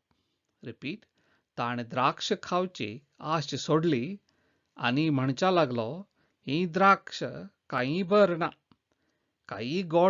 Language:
Konkani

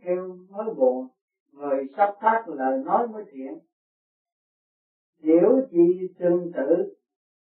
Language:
Vietnamese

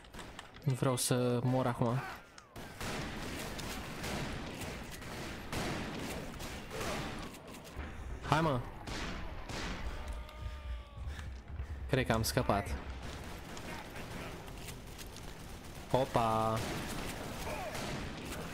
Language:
Romanian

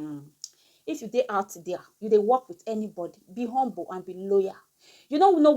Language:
Nigerian Pidgin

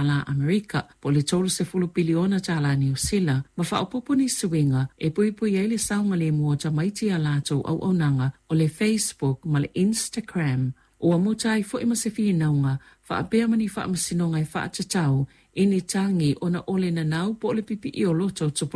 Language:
Samoan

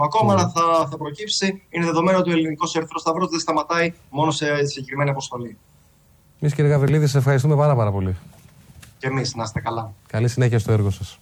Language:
Greek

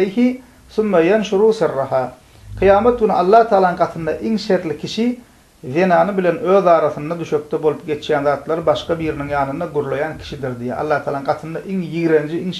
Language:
Turkmen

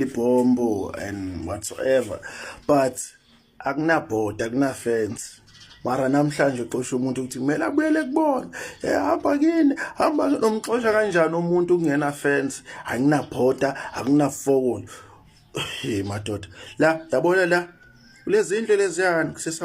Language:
Zulu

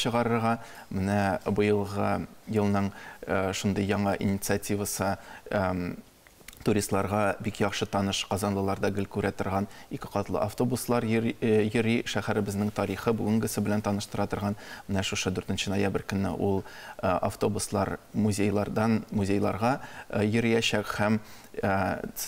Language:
Tatar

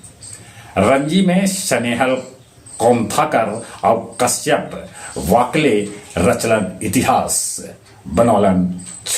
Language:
Magahi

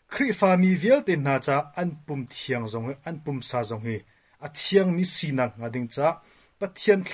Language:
Hakha Chin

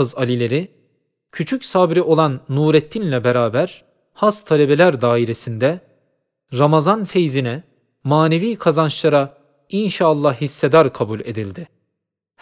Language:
Turkish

